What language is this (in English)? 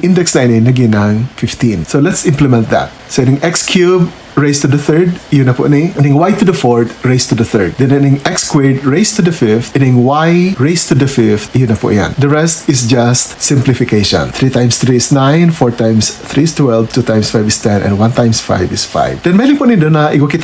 Bikol